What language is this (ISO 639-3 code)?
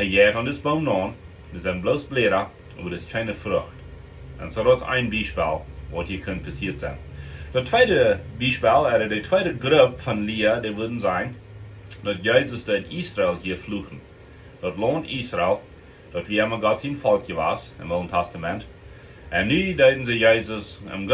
pdt